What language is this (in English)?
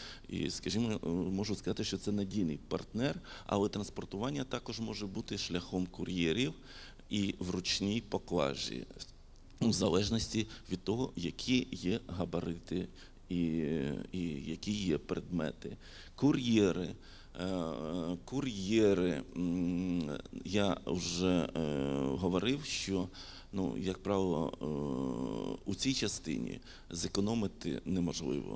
Ukrainian